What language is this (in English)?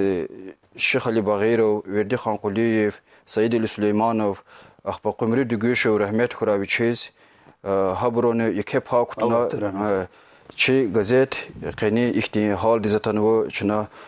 Lezghian